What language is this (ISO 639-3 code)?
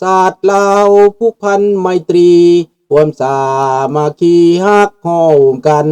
lao